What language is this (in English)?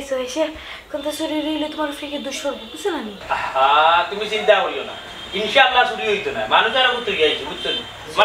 Sylheti